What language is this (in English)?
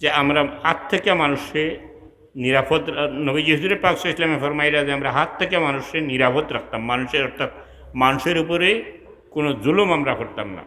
Sylheti